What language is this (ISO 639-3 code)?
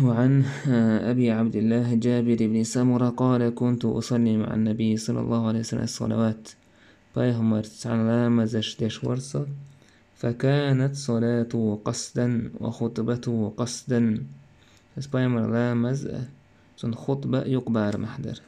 che